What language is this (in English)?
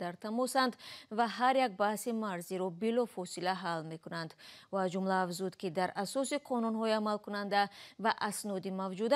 Tajik